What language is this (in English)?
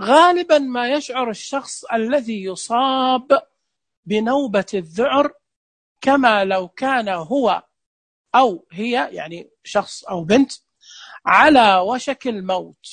Najdi Arabic